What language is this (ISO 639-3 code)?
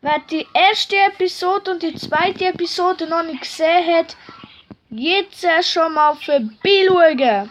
gsw